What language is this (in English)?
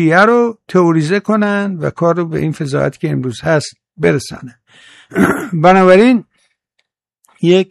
Persian